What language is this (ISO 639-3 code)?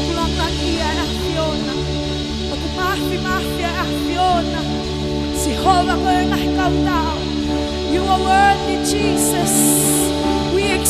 ton